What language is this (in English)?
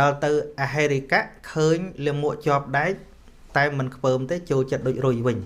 Khmer